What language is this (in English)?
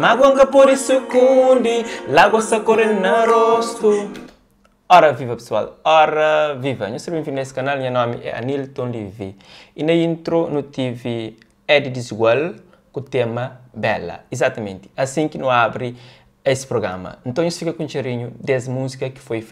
Kabuverdianu